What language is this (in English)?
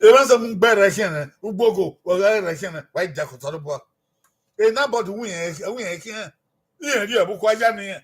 Bini